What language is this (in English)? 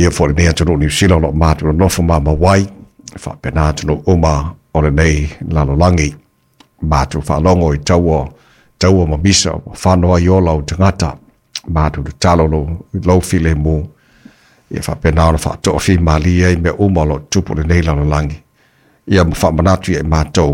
Samoan